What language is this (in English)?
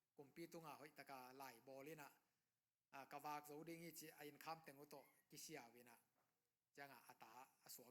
Tedim Chin